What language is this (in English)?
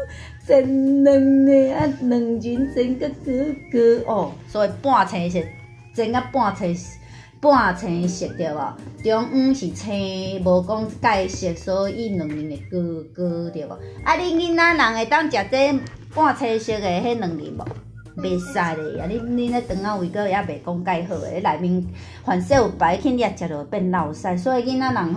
Min Nan Chinese